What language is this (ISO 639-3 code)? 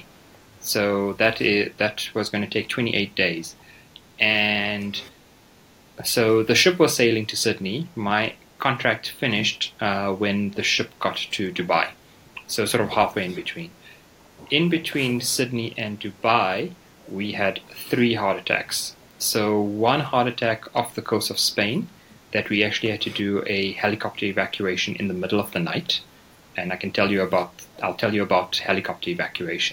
eng